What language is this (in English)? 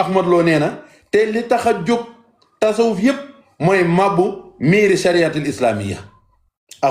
Wolof